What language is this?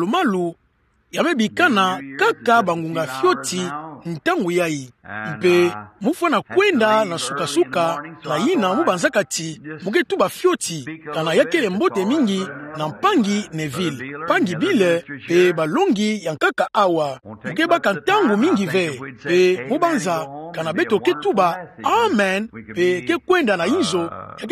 Kituba (Democratic Republic of Congo)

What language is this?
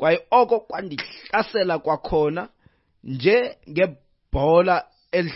Xhosa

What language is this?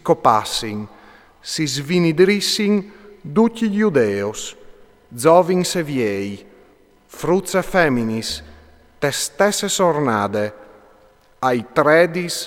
Friulian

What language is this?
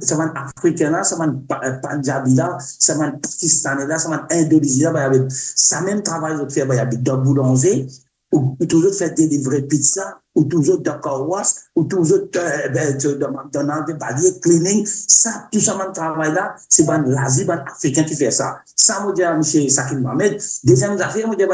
Morisyen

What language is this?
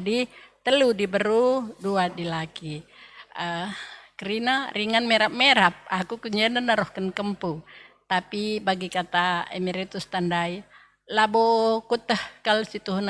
Batak Karo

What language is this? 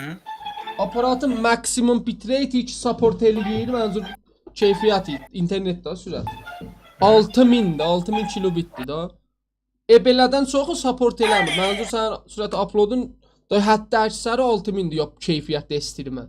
South Azerbaijani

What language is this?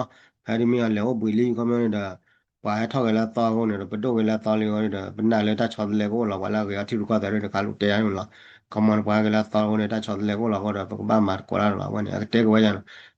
S'gaw Karen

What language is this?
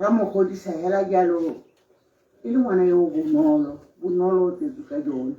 Tswana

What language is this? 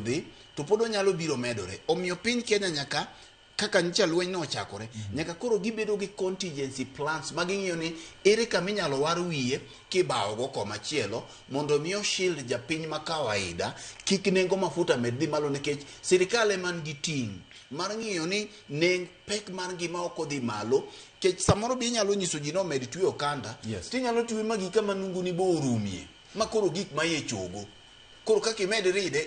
Luo (Kenya and Tanzania)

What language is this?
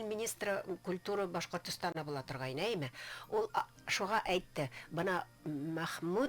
Bashkir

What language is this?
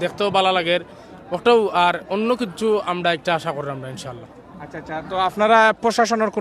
Sylheti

